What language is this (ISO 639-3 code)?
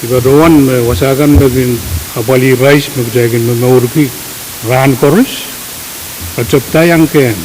pon